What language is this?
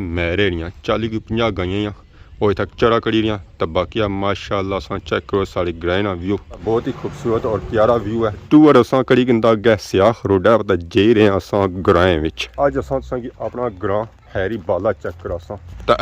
Pahari-Potwari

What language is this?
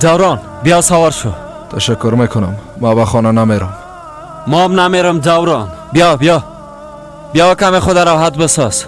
Persian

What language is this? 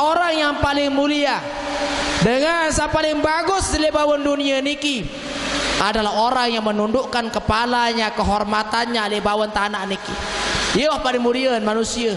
Sasak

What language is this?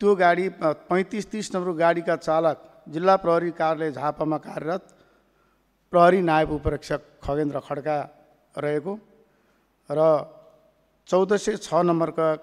Nepali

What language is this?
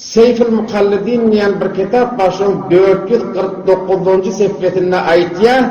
Turkmen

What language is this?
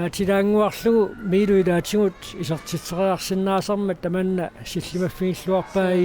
Kalaallisut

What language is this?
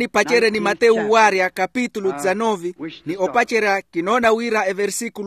Makhuwa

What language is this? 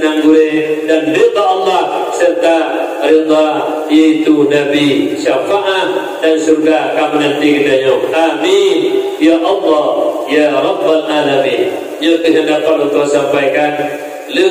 Achinese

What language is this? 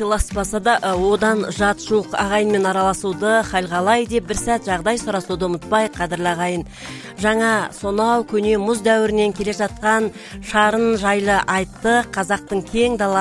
Kazakh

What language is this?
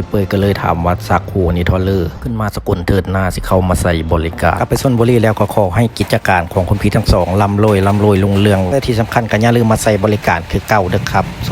Lao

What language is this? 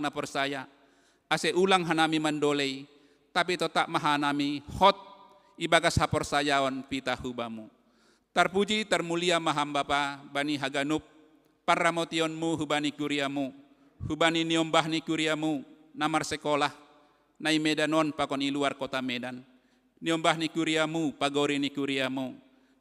Batak Simalungun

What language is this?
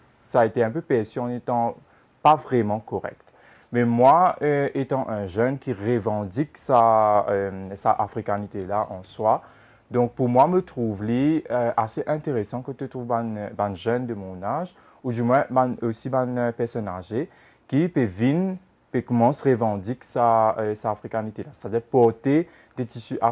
Morisyen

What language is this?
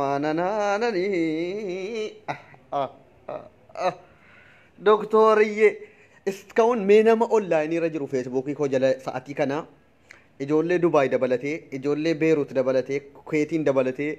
Oromo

